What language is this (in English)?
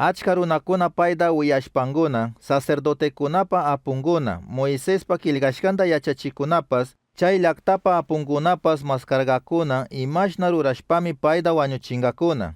Chimborazo Highland Quichua